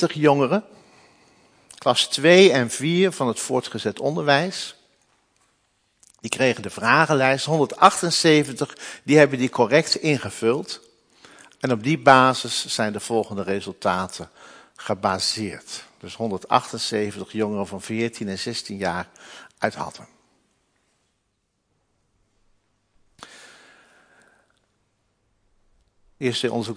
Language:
Dutch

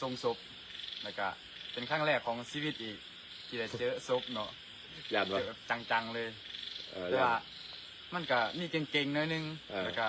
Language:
Northeastern Thai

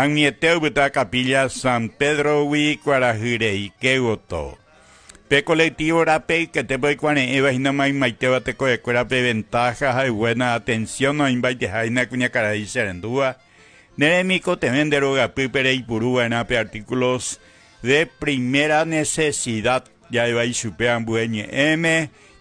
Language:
Guarani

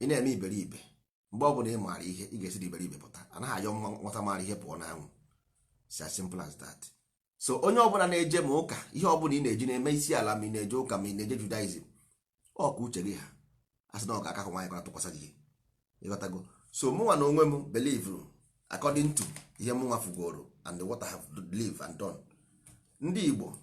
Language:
Igbo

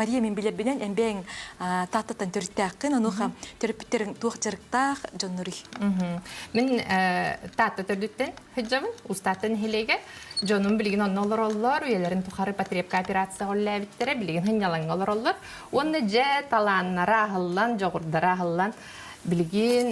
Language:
Yakut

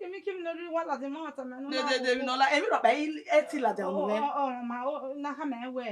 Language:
Bini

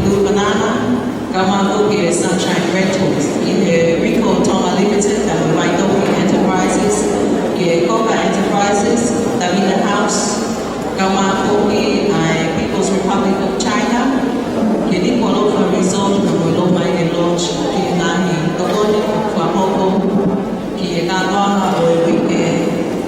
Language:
Tongan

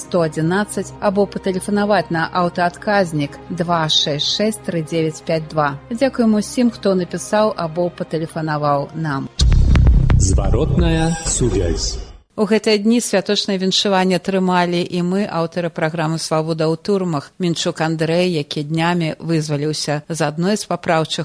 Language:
Belarusian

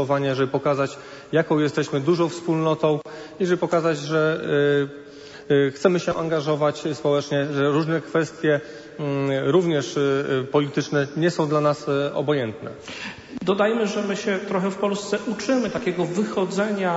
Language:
Polish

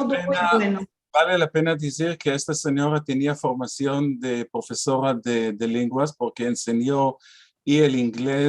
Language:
Ladino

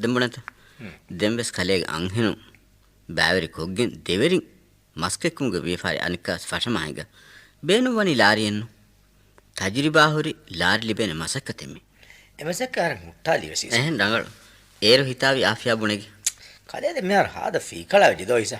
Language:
Divehi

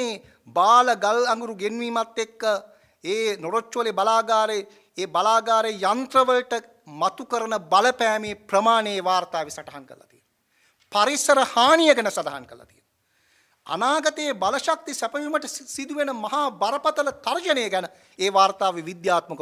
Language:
Sinhala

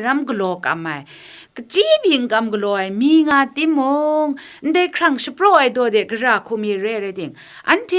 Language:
Kachin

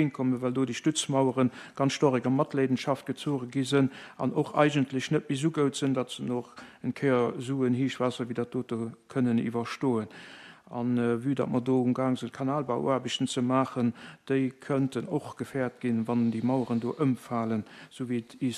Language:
Luxembourgish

